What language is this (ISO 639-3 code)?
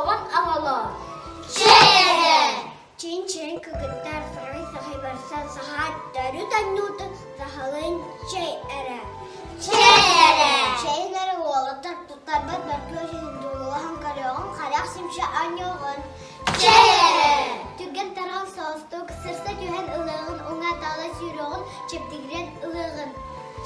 sah